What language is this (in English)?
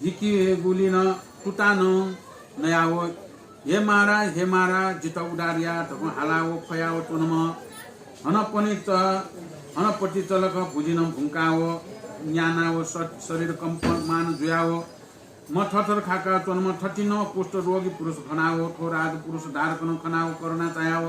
Newari